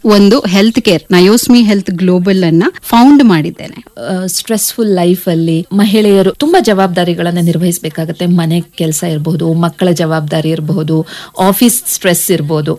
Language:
Kannada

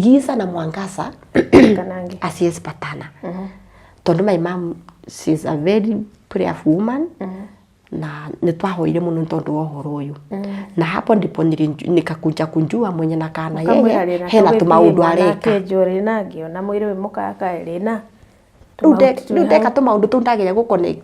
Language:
Kikuyu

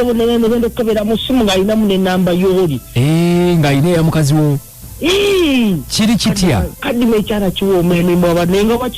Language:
Ganda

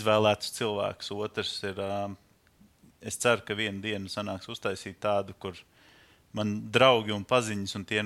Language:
Latvian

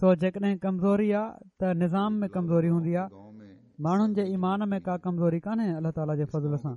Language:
Sindhi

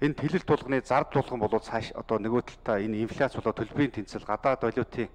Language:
Mongolian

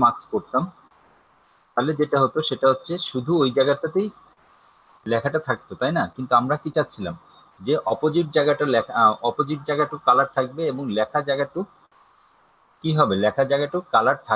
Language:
Bangla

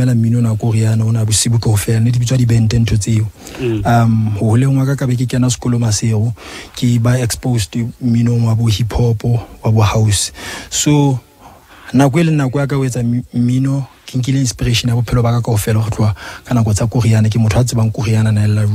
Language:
Southern Sotho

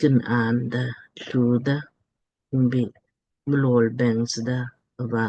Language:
Lamkang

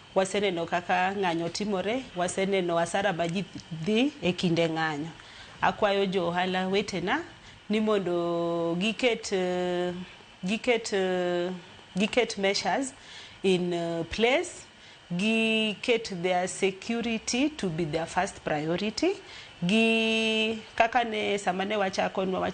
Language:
Luo (Kenya and Tanzania)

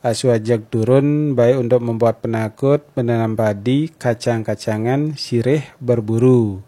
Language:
Balinese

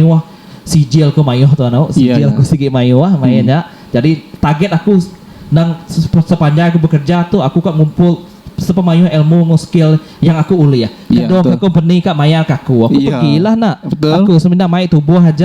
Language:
Iban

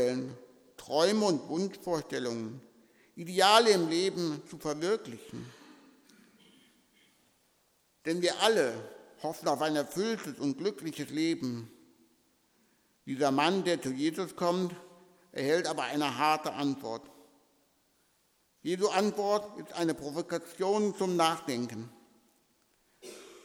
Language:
German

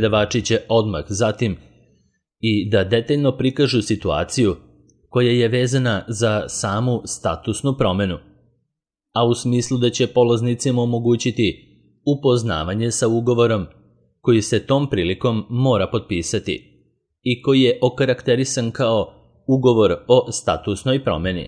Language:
Serbian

